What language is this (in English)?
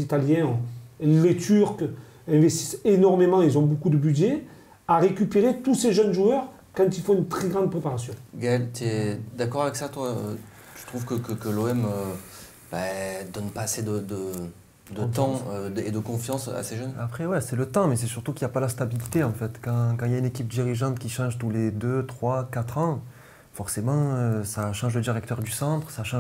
French